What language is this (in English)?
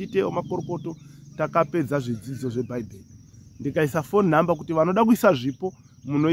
Shona